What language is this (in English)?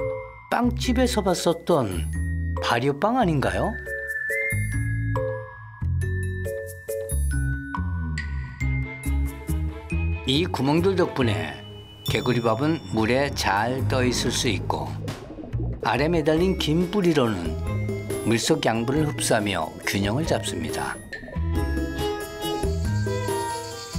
Korean